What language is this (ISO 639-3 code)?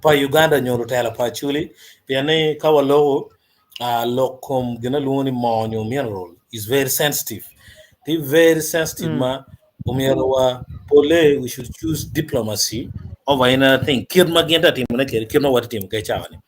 ach